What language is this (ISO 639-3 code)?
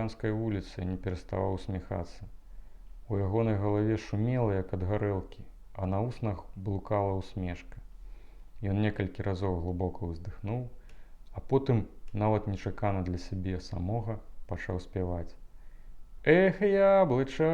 bel